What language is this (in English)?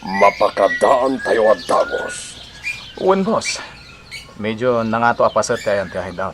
Iloko